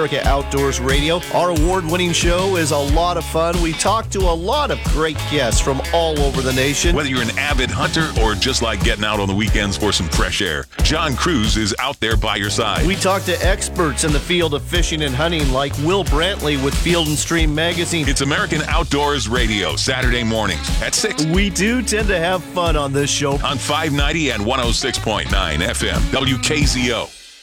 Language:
English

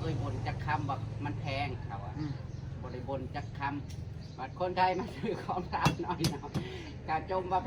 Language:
Northeastern Thai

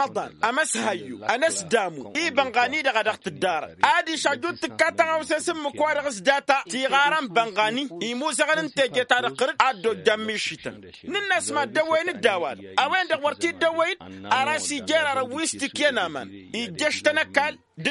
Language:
Tamasheq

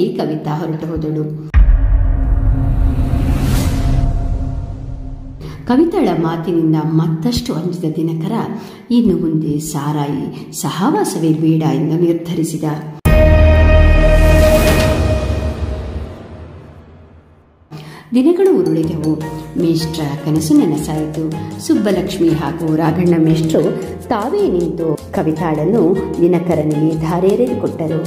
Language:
Kannada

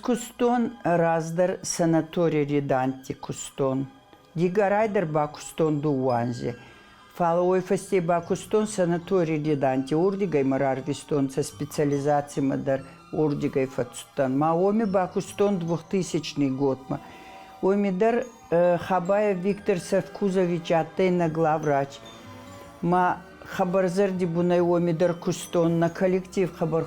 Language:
Ossetic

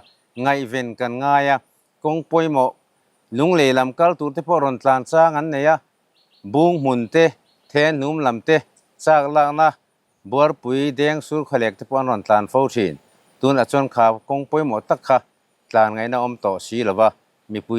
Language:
Mizo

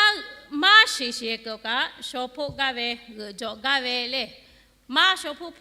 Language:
Lahu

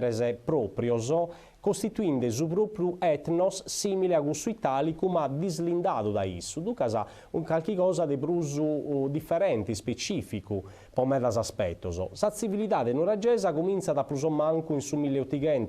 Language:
Sardinian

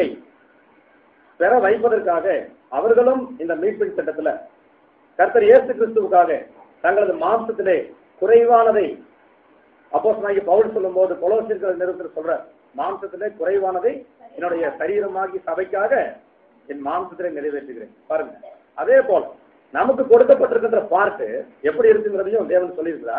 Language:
Tamil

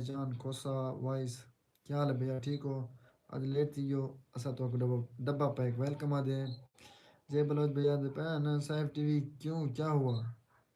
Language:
Saraiki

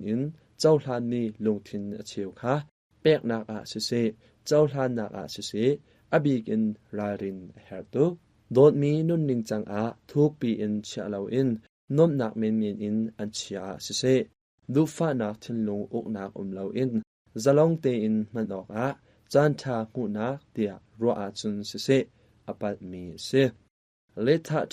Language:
Hakha Chin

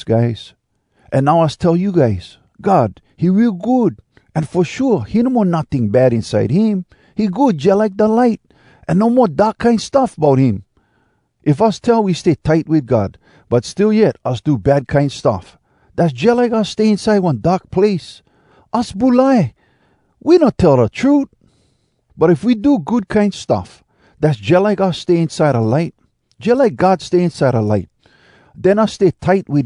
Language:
Hawai'i Creole English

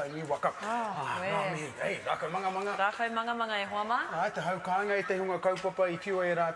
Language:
Māori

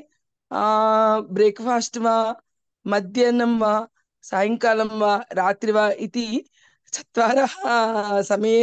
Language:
Sanskrit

